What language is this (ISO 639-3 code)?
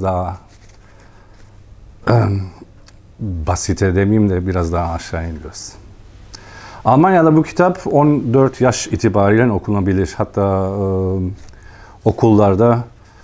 tur